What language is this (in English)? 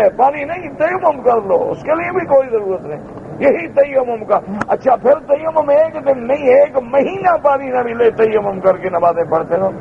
Urdu